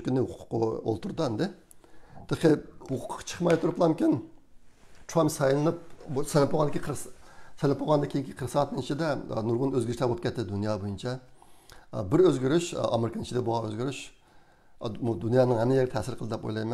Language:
Uyghur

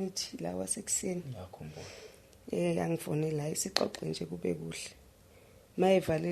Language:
Zulu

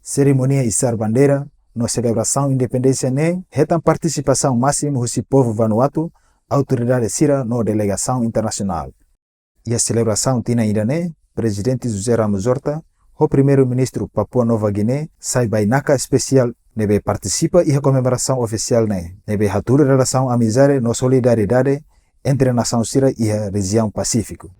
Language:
Tetum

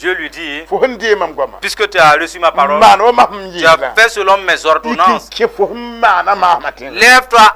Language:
Mossi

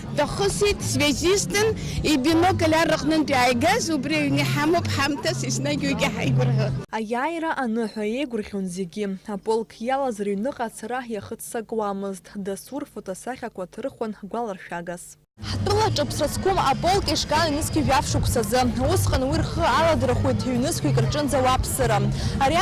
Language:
Abkhazian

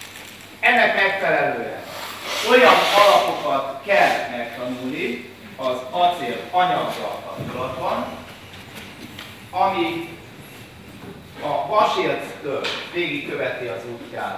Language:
Hungarian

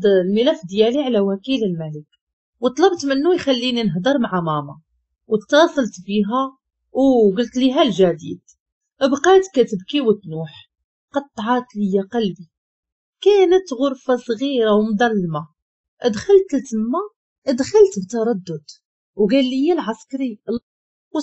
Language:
Moroccan Arabic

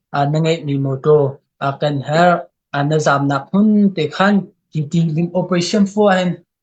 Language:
Hakha Chin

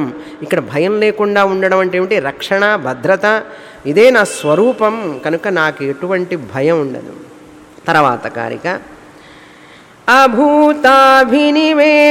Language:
Telugu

